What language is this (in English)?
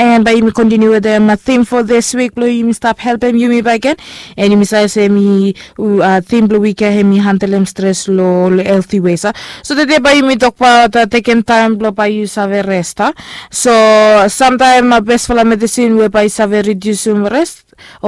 Bislama